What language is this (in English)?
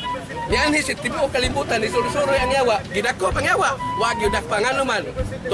Cebuano